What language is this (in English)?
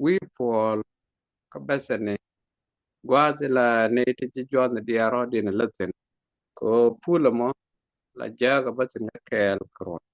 Nuer